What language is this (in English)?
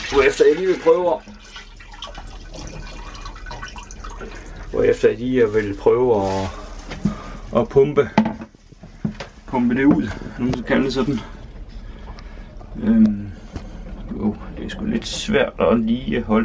Danish